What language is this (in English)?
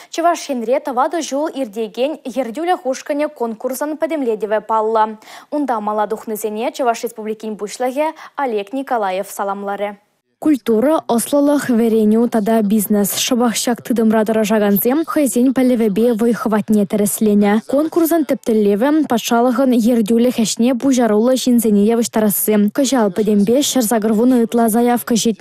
Chuvash